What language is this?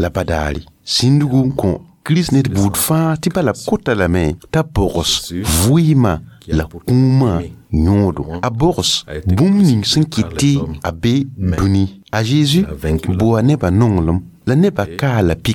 Mossi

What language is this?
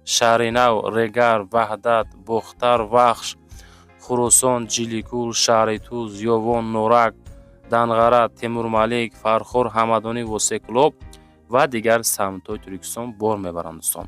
Tajik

